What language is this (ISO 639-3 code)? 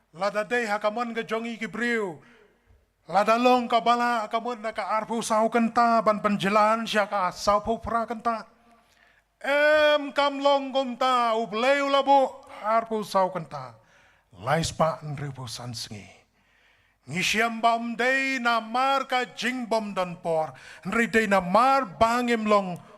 kha